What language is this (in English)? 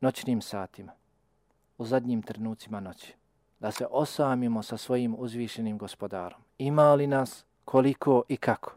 Bosnian